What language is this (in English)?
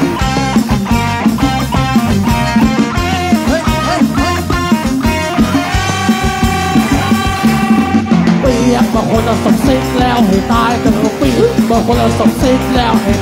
Thai